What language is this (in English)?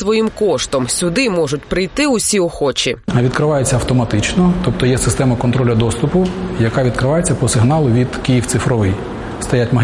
Ukrainian